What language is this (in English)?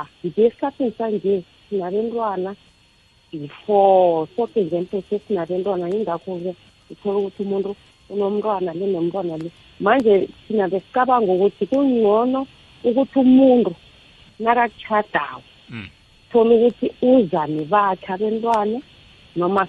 South Ndebele